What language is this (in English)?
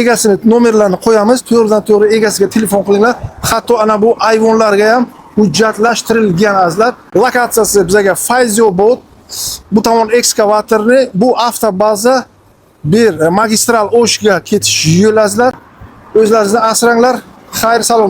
Uzbek